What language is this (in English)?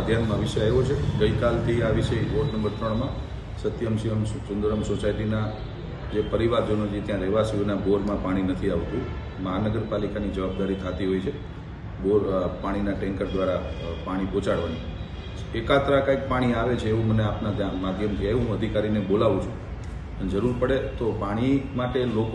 Gujarati